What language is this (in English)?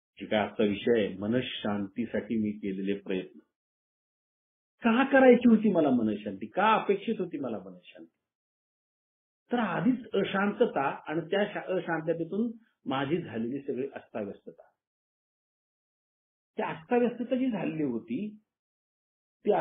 Marathi